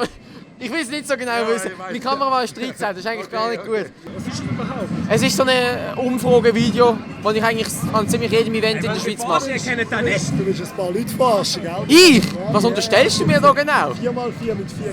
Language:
Swiss German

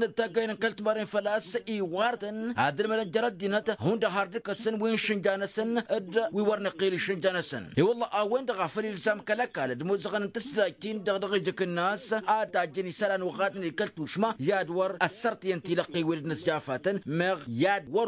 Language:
Tamasheq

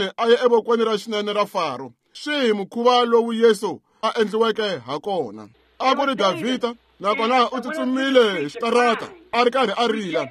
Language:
Tsonga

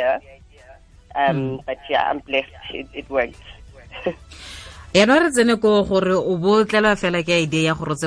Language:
Tswana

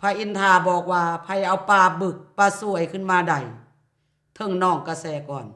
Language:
Lao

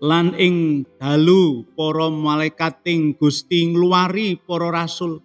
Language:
Javanese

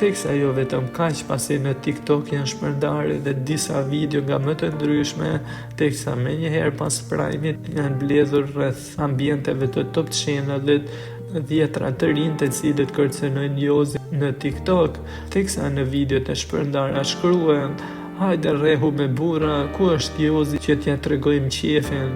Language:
Albanian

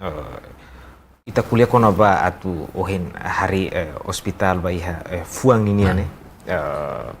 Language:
Tetum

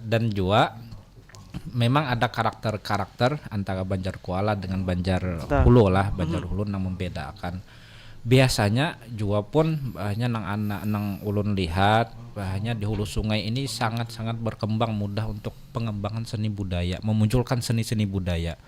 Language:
Banjar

